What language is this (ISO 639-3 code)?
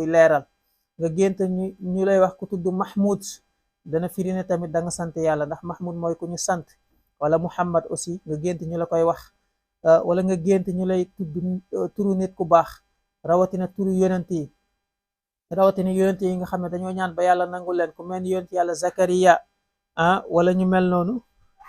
wol